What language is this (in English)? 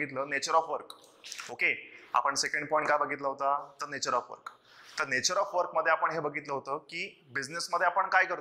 Marathi